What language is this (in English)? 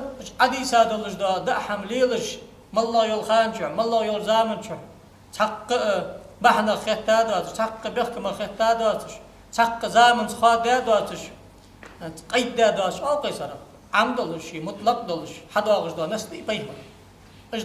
Ingush